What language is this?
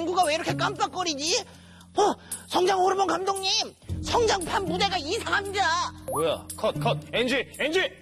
Korean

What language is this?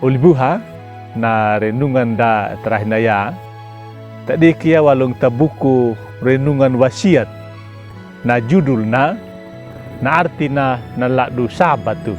Anakalangu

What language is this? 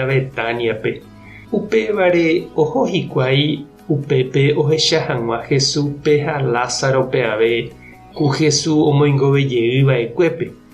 Guarani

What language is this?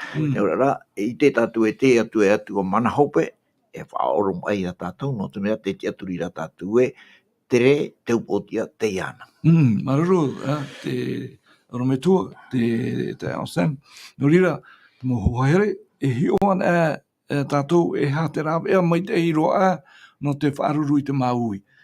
Tahitian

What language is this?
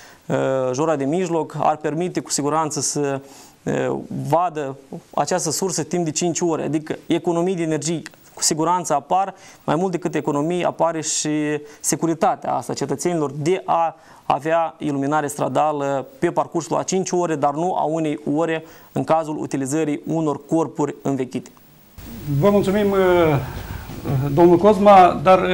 Romanian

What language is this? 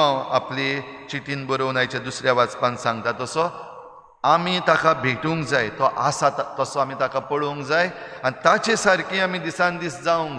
Konkani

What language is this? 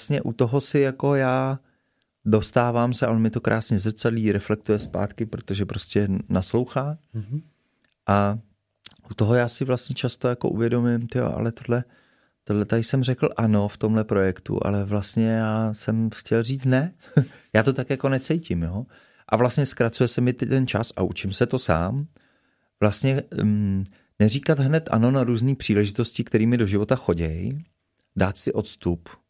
Czech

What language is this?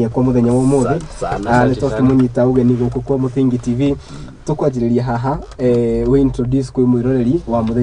Kikuyu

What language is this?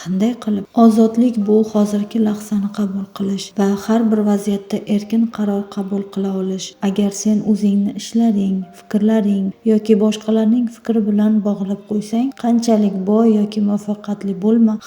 Uzbek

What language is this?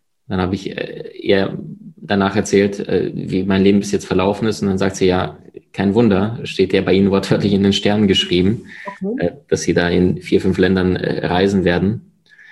German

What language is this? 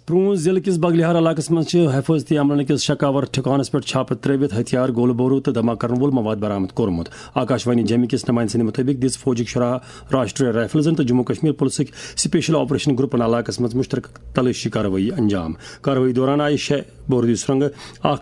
Kashmiri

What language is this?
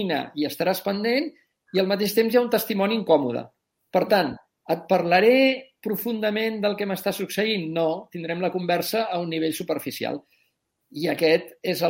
Catalan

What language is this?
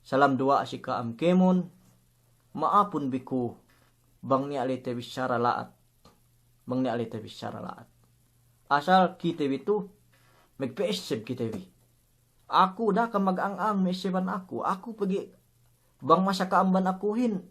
Yakan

